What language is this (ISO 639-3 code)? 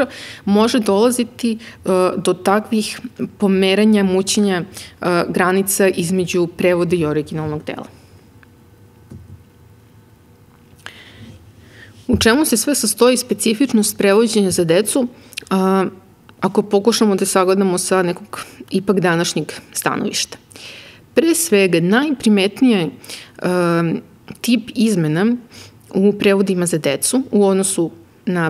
srp